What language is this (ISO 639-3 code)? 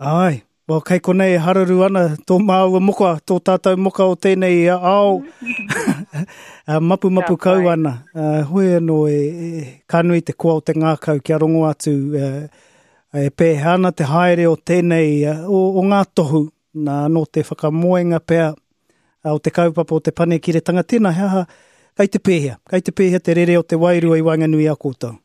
mri